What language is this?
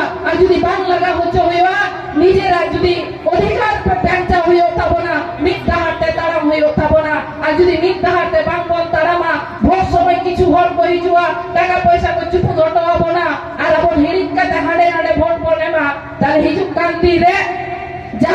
Santali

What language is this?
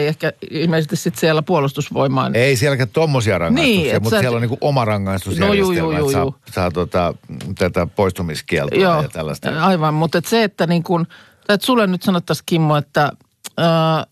Finnish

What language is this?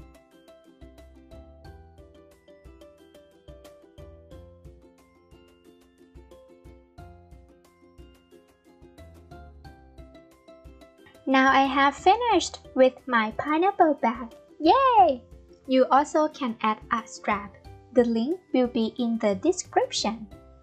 English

